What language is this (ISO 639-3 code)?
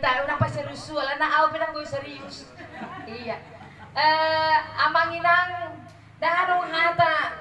bbc